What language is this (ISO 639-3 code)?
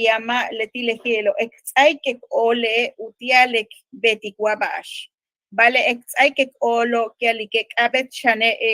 yua